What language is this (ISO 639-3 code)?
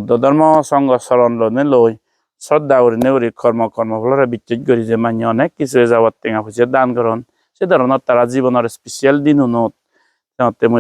ccp